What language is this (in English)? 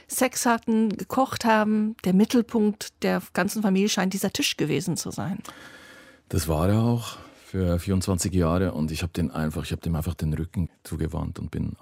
German